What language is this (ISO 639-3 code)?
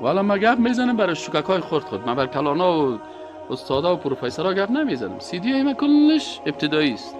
fas